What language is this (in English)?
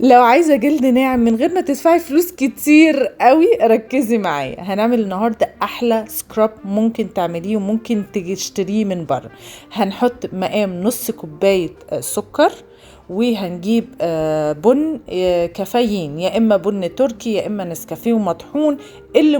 Egyptian Arabic